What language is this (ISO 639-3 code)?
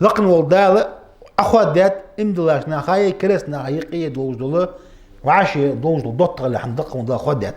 inh